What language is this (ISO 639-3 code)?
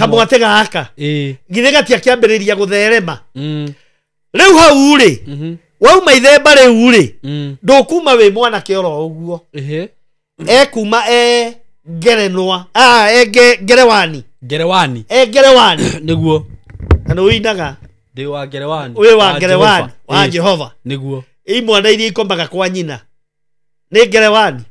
kik